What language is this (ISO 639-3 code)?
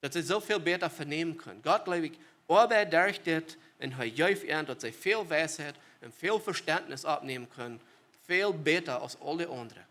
pdt